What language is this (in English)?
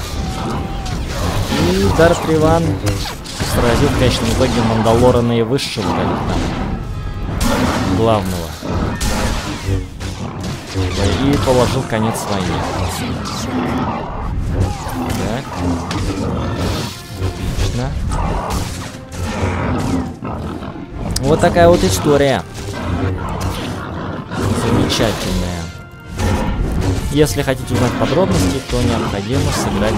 Russian